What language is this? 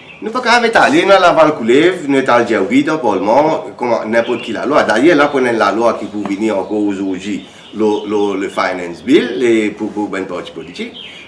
Morisyen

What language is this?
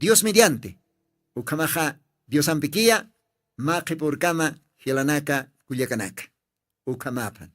Aymara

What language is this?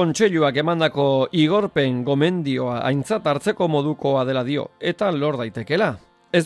Basque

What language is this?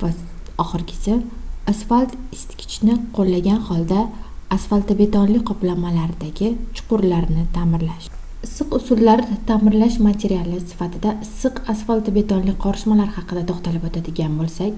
Uzbek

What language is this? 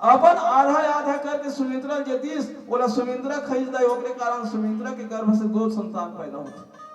Chhattisgarhi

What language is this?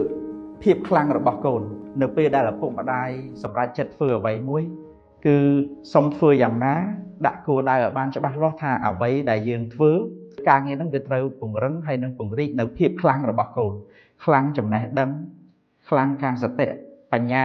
Khmer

